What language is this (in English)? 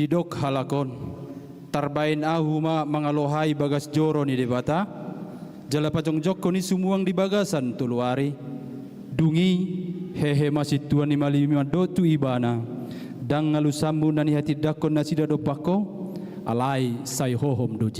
Batak Toba